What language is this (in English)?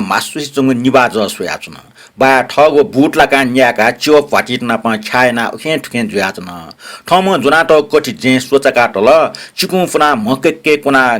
Newari